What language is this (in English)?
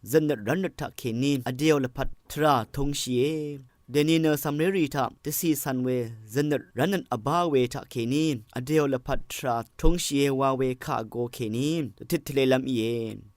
Rawang